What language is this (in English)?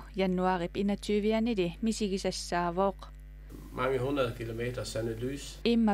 Kalaallisut